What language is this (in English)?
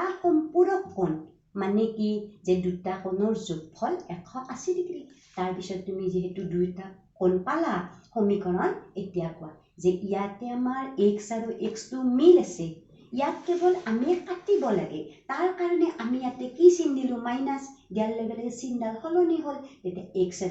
Assamese